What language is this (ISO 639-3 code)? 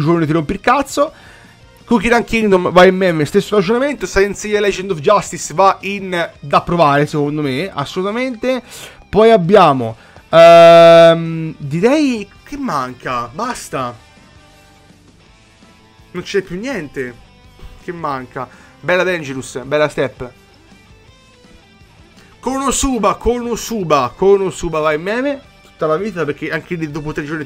ita